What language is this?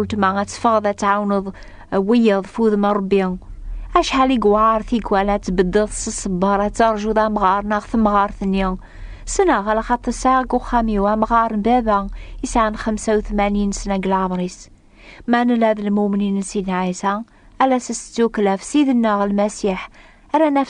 Kabyle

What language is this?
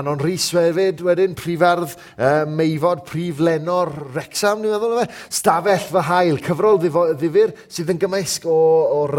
Welsh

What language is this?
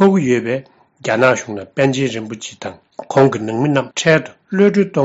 Tibetan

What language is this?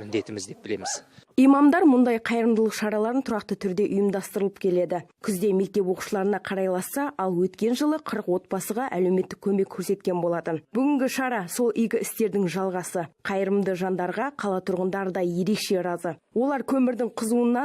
Kazakh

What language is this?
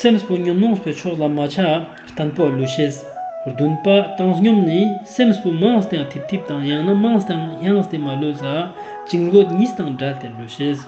Ladakhi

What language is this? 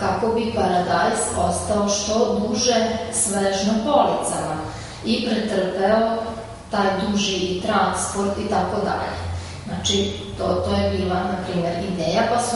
Serbian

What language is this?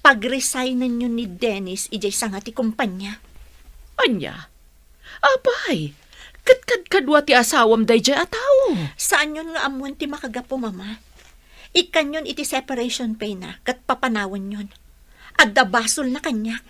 Iloko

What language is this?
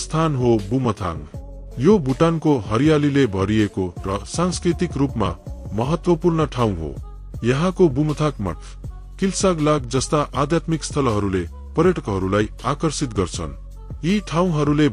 Nepali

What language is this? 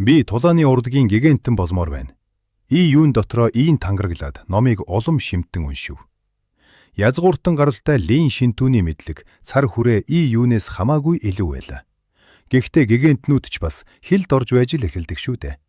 Mongolian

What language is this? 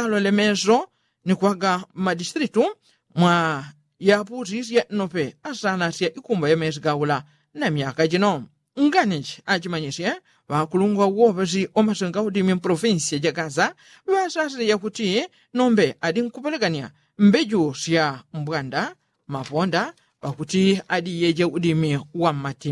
Yao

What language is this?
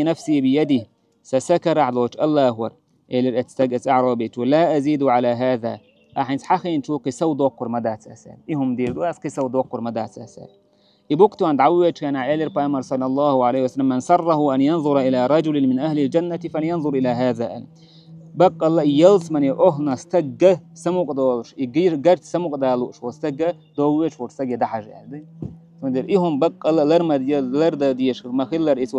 Chechen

